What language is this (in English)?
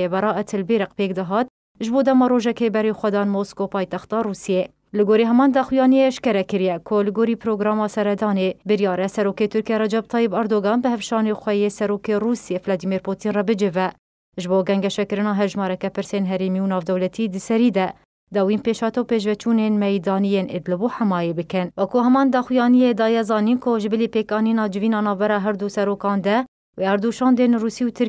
Kurdish